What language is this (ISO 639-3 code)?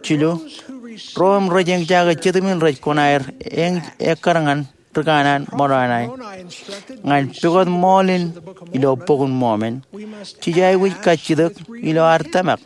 mah